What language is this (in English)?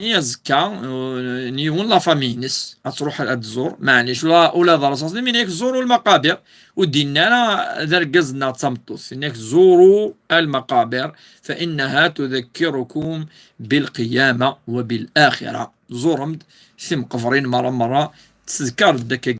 Kabyle